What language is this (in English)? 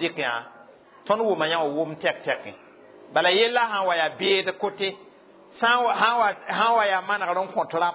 Mossi